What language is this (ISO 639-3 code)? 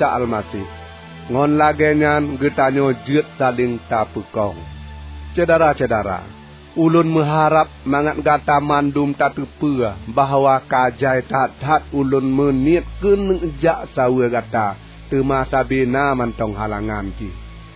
ace